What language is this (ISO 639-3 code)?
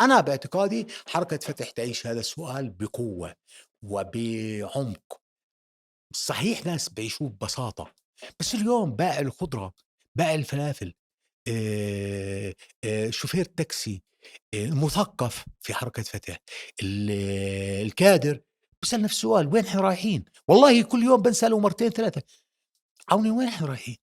apc